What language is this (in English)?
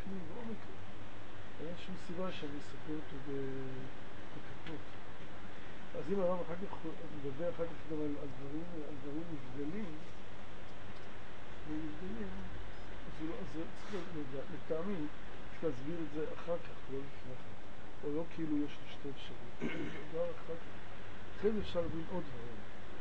Hebrew